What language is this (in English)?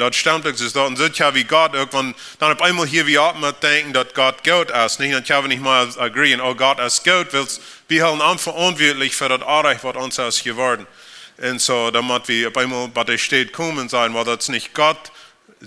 Plautdietsch